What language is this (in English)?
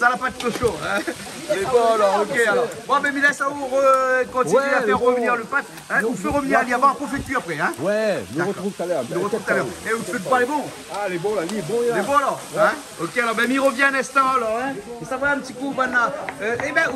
Réunion Creole French